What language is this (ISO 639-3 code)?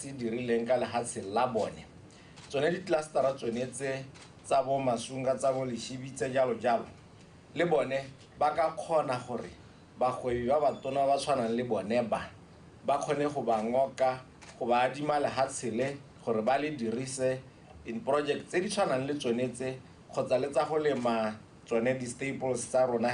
tsn